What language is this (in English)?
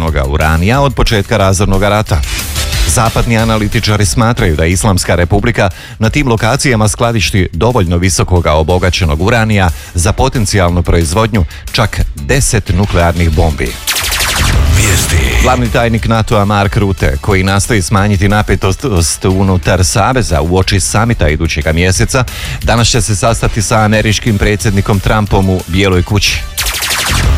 Croatian